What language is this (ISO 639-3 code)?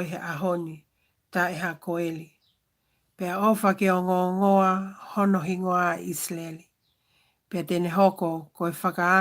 ton